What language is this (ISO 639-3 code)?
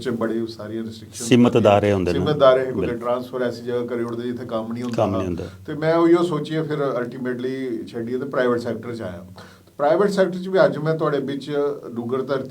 doi